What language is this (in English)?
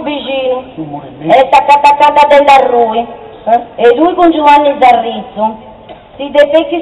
Sardinian